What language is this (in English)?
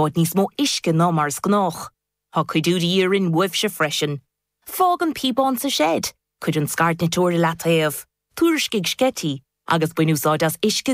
Irish